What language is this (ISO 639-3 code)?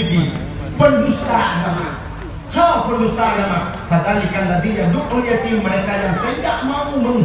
ace